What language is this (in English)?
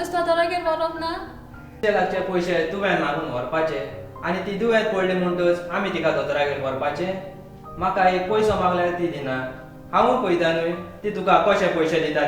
Konkani